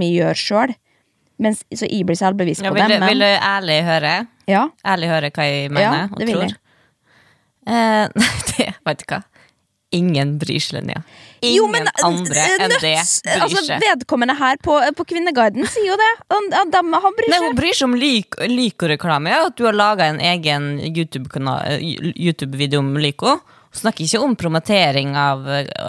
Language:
Norwegian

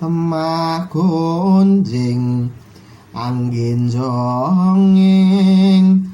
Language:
Javanese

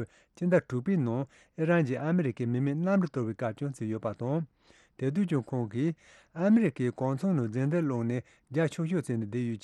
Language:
Tibetan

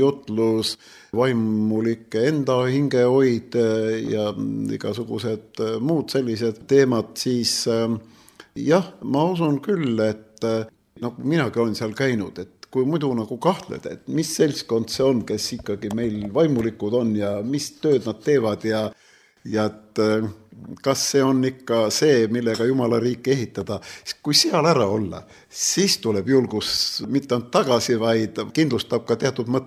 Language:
Estonian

